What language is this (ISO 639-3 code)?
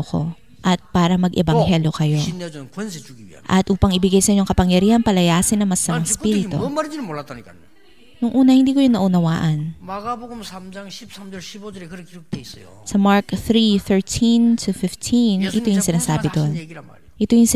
fil